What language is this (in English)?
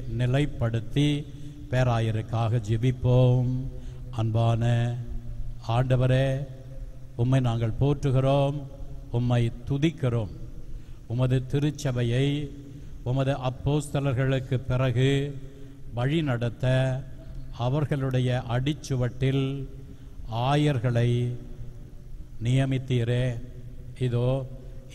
Tamil